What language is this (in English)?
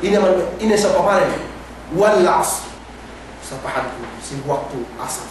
Yakan